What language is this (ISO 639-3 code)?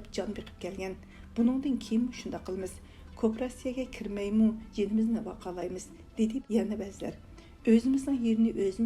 uig